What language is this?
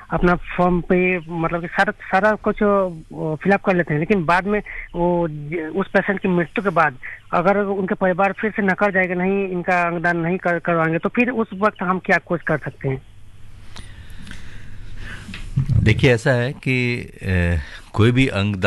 Hindi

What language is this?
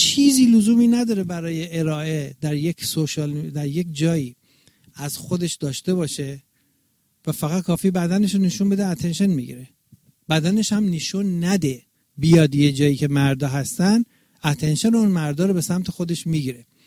Persian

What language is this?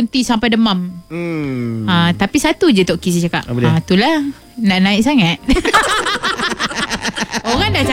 Malay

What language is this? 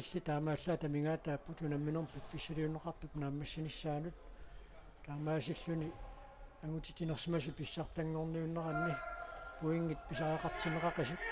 Kalaallisut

